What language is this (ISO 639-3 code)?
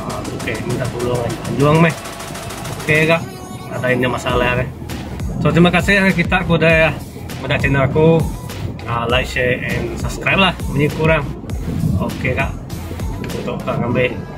iba